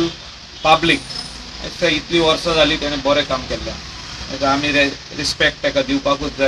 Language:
Konkani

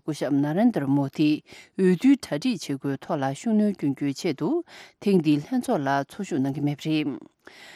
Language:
Tibetan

